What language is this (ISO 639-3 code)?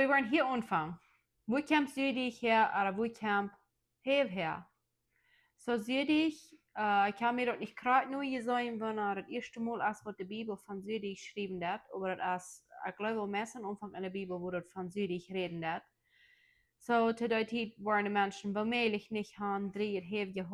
pdt